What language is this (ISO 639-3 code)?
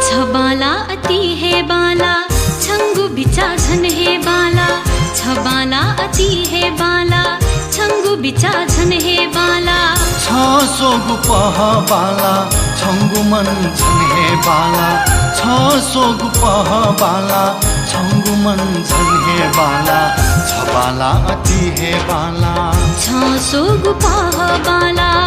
new